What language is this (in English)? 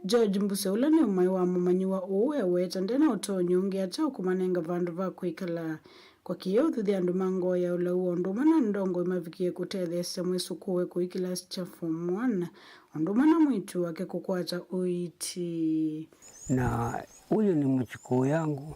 Kamba